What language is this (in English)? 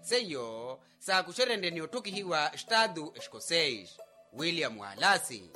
Makhuwa